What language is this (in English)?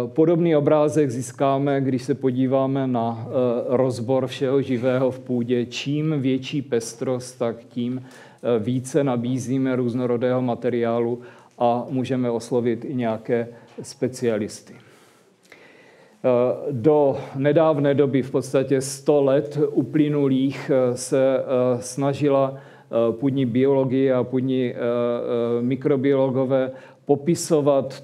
Czech